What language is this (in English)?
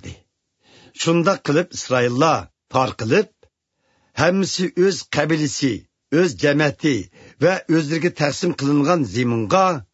Uyghur